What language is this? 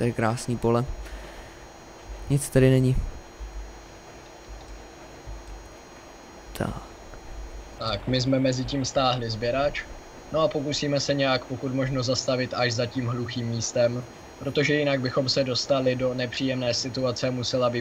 Czech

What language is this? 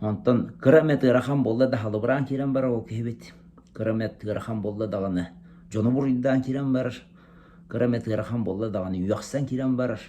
Yakut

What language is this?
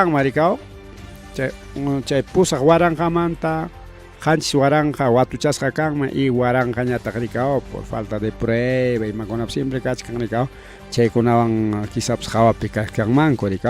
Ayacucho Quechua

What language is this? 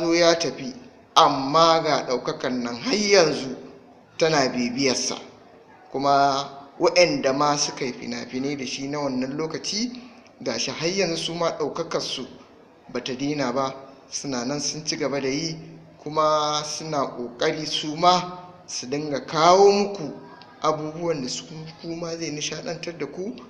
Hausa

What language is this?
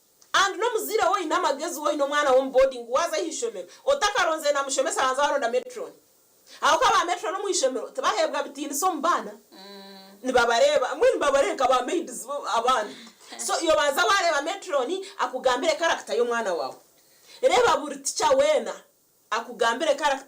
Nyankole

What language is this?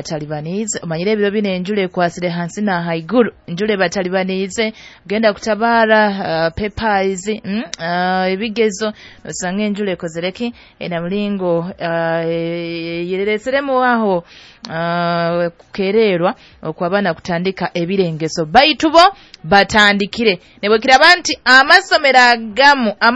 Nyoro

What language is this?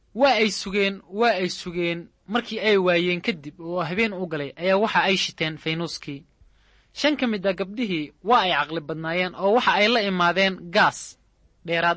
Somali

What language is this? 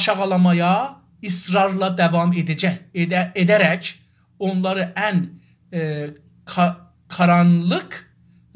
South Azerbaijani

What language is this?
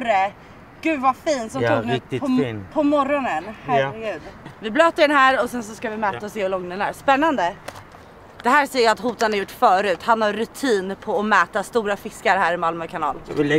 Swedish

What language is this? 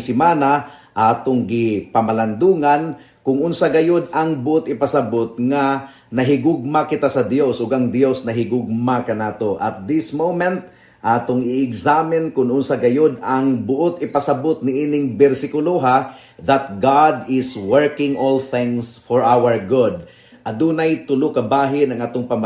Cebuano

